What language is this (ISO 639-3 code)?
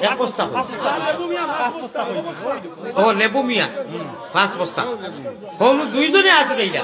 syl